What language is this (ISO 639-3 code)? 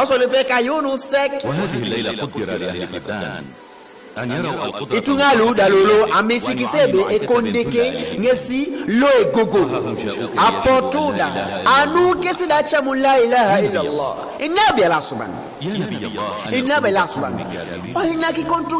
teo